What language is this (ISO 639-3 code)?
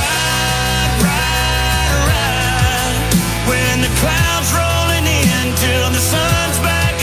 eng